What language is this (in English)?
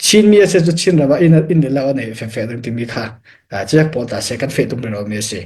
Falam Chin